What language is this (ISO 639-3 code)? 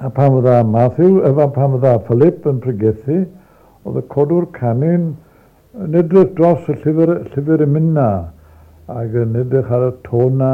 cym